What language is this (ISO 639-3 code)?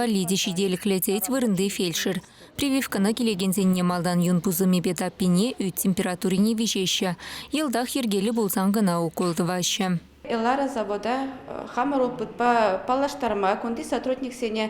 chv